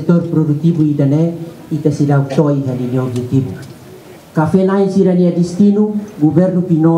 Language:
Tetum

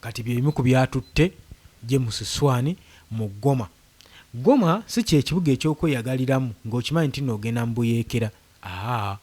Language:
Ganda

